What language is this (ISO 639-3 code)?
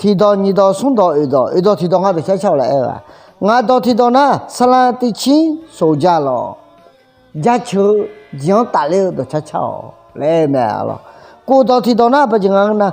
ahk